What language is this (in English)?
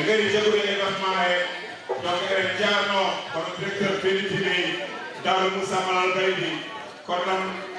Fula